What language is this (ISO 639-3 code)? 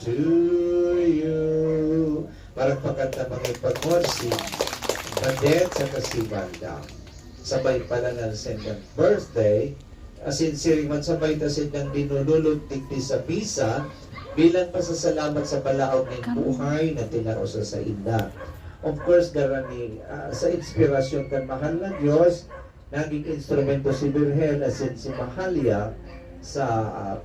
bik